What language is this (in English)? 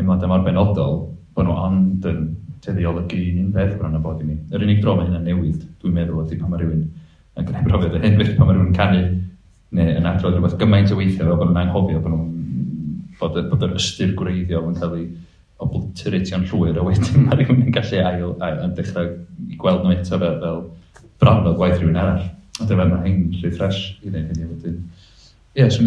Welsh